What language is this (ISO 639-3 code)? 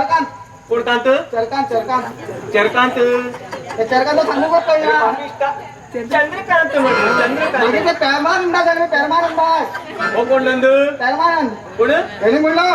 kok